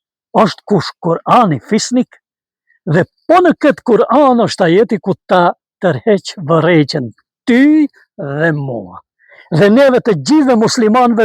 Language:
Albanian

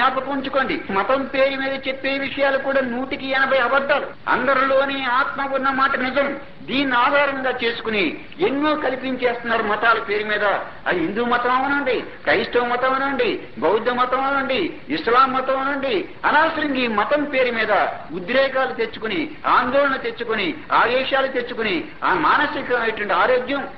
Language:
Telugu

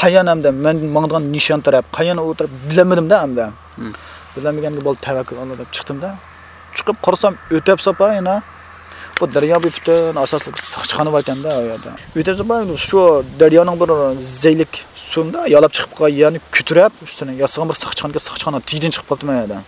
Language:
Uyghur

